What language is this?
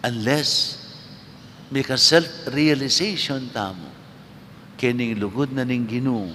Pampanga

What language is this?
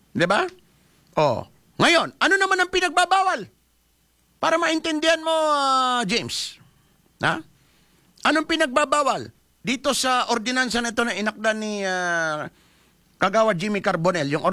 Filipino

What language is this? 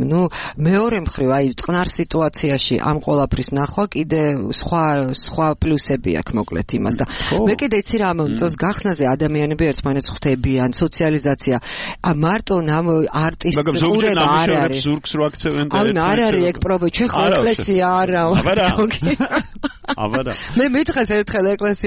Georgian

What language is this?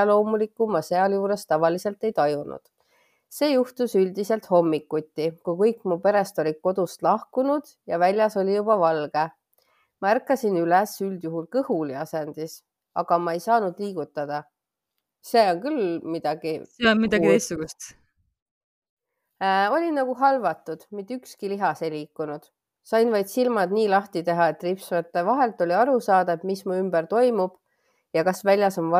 Estonian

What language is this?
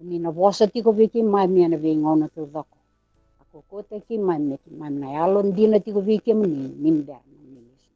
Fijian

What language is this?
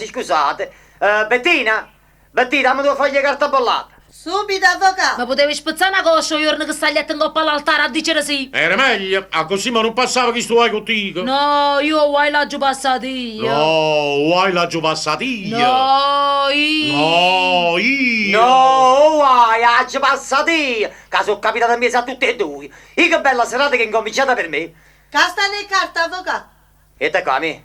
Neapolitan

